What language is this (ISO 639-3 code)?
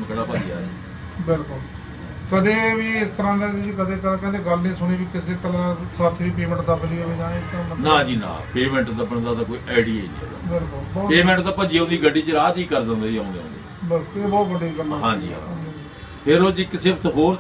pan